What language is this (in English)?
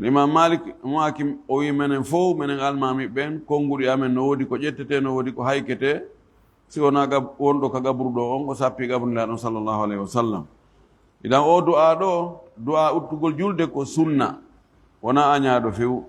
Fula